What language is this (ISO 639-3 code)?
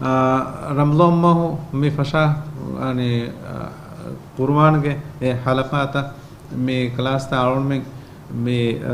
div